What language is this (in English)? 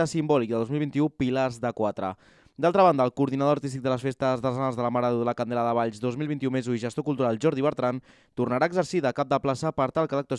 Catalan